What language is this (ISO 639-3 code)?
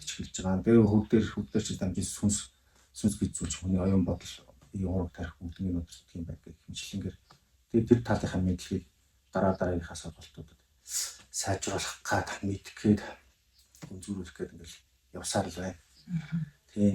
mon